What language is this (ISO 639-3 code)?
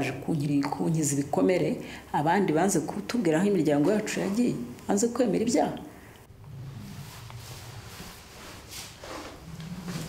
kin